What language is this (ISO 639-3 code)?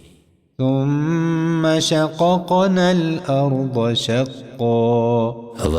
tgk